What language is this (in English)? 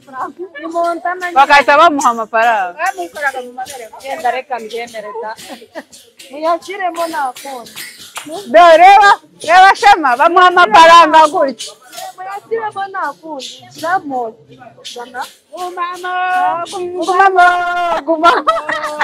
Kinyarwanda